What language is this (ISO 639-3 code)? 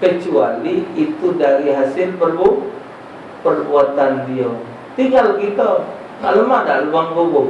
mui